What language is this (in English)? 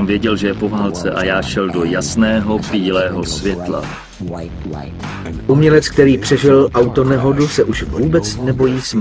Czech